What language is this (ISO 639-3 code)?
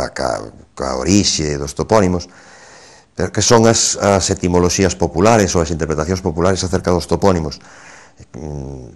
glg